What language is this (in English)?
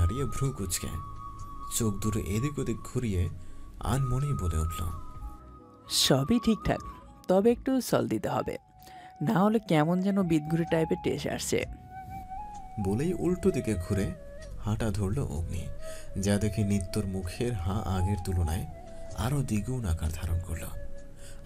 Bangla